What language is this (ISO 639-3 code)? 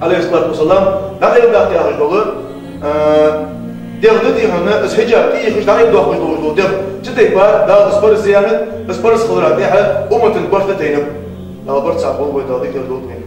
inh